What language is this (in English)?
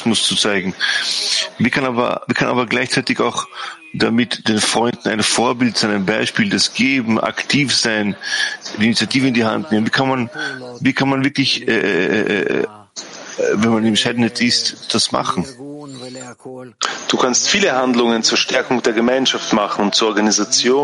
German